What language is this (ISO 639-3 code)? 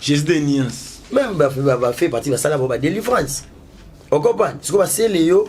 lin